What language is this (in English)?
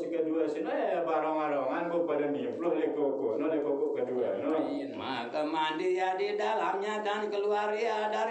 Sasak